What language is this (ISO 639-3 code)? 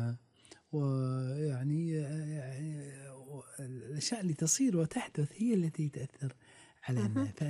afb